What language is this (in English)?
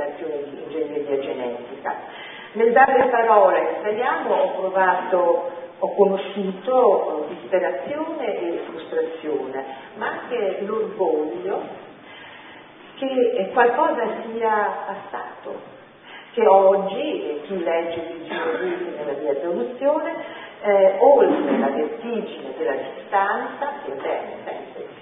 Italian